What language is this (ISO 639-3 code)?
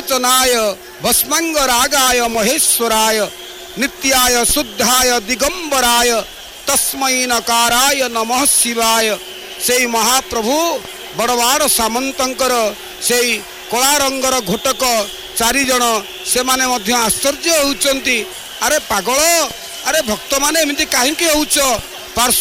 ori